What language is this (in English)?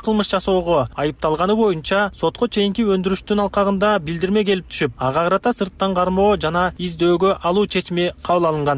Kyrgyz